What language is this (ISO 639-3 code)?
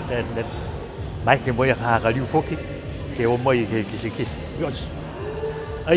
niu